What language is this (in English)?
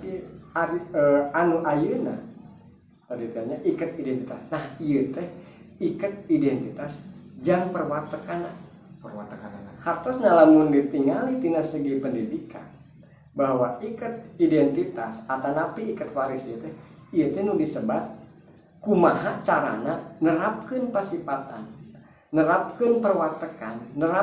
Sundanese